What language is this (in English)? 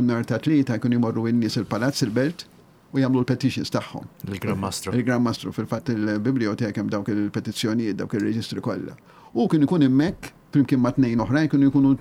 Maltese